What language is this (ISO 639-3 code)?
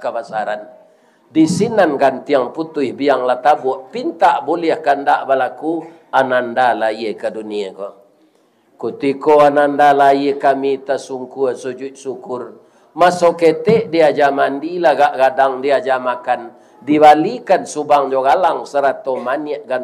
min